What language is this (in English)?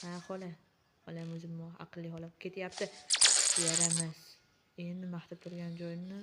Uzbek